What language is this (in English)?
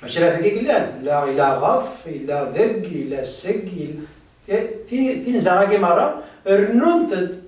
Kabyle